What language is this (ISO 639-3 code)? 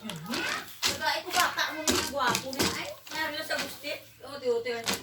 hil